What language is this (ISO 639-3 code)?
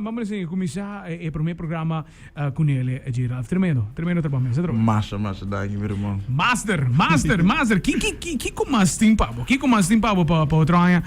pap